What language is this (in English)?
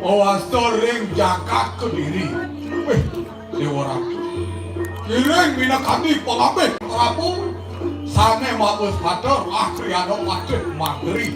Balinese